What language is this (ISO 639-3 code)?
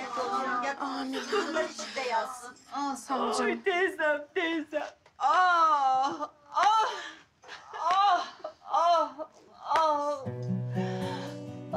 tur